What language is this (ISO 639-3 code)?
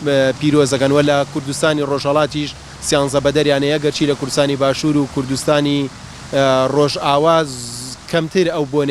ckb